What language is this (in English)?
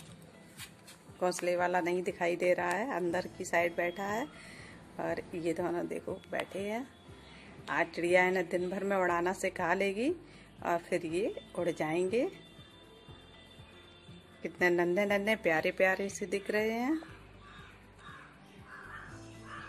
Hindi